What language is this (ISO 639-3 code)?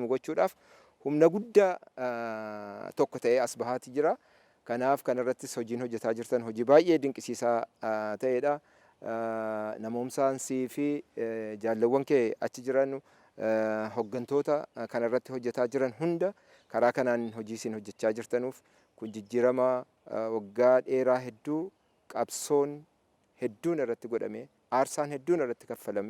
orm